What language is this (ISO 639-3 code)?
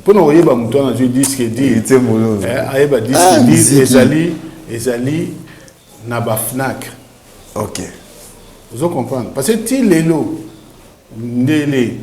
lin